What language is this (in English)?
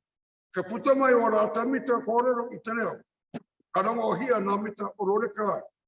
Māori